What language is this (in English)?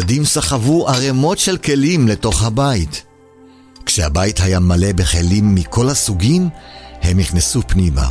Hebrew